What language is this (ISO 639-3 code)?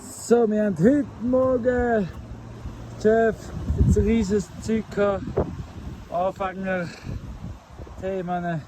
gsw